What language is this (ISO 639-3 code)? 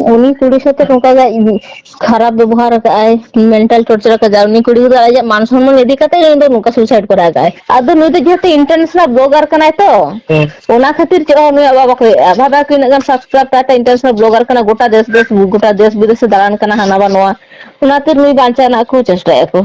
sat